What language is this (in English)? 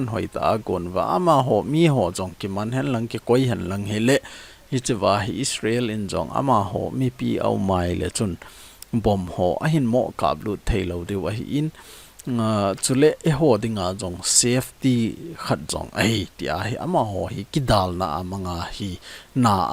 Thado Chin